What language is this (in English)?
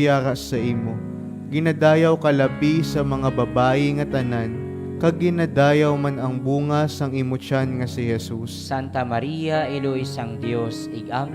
Hiligaynon